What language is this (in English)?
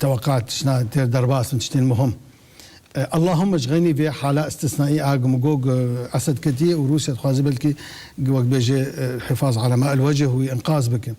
Kurdish